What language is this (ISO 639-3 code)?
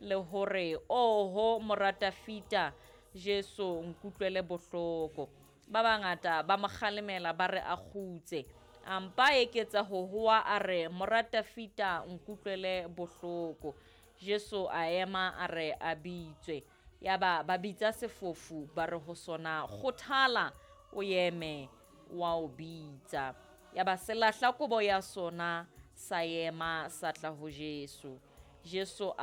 sot